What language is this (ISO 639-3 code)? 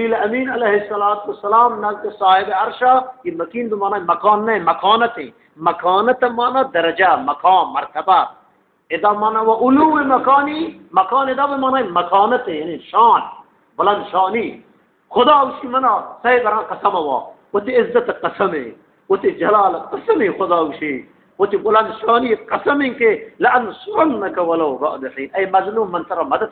bgp